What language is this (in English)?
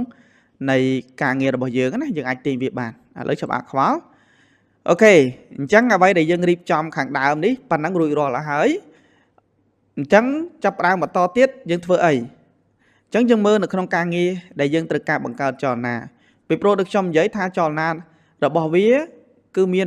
Khmer